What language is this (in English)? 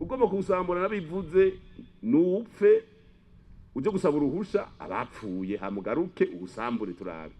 Rundi